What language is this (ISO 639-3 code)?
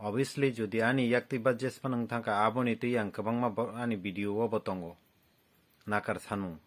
trp